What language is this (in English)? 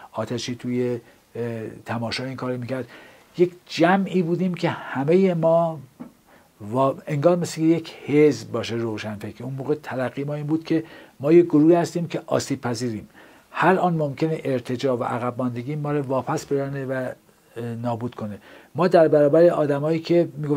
Persian